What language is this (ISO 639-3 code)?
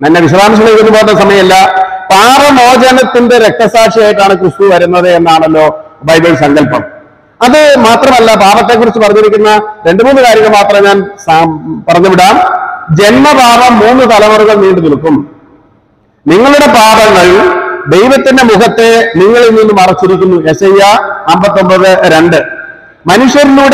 mal